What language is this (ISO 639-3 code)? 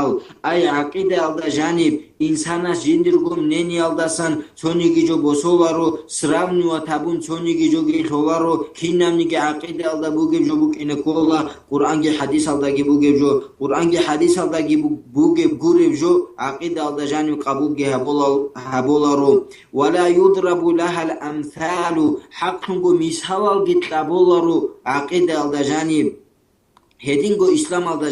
ava